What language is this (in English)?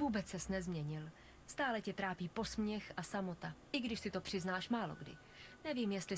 Czech